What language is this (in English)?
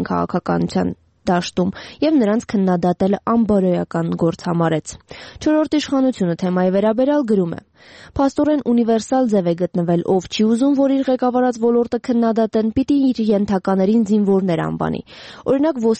Armenian